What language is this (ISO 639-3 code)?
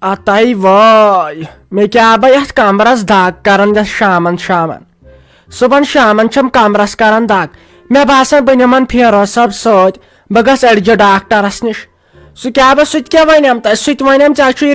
kas